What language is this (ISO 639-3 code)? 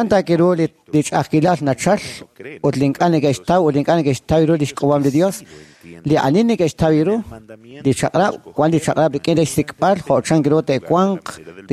kek